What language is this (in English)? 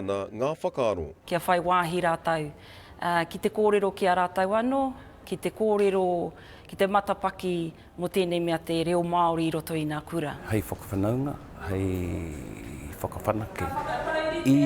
Māori